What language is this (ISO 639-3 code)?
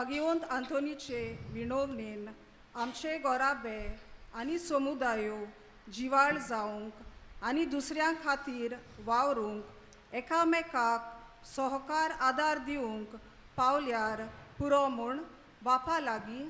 kok